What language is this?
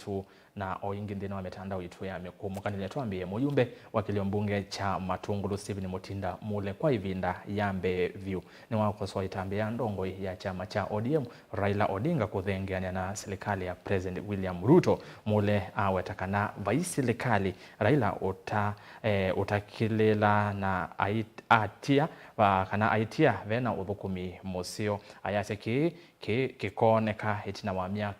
Kamba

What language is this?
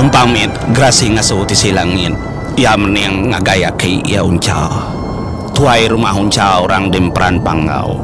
Iban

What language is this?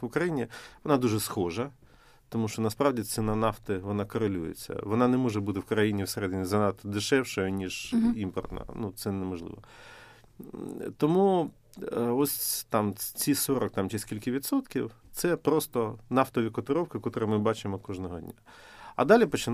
Ukrainian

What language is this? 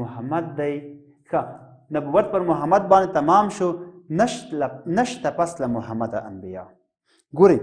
Pashto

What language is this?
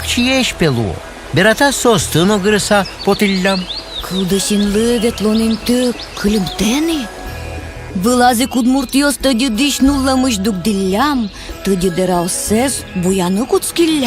Udmurt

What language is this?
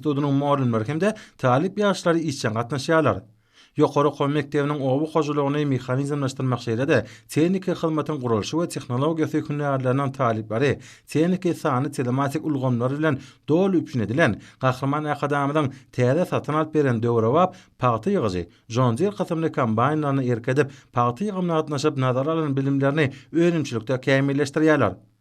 Turkmen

